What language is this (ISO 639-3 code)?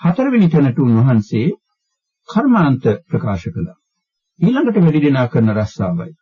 sin